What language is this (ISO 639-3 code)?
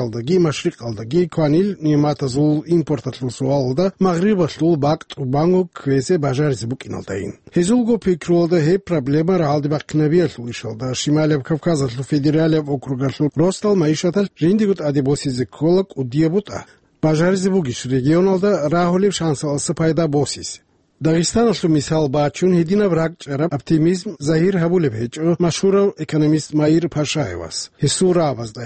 ava